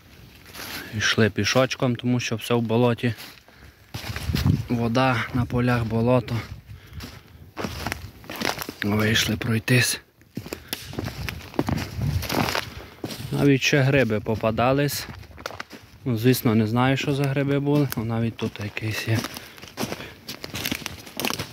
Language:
Ukrainian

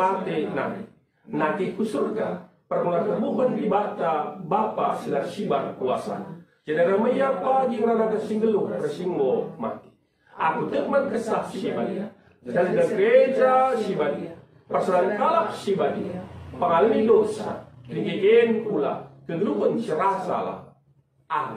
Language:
Batak Karo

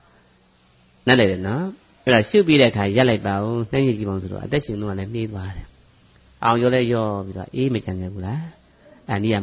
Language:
Burmese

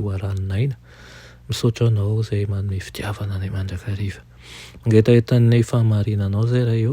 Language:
Malagasy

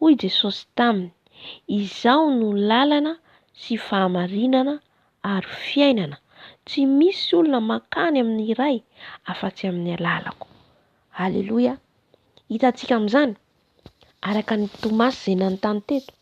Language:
Malagasy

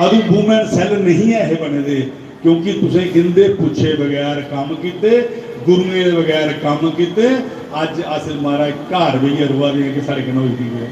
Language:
Dogri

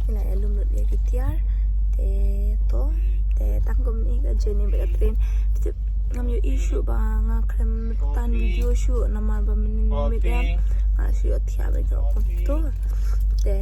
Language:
Khasi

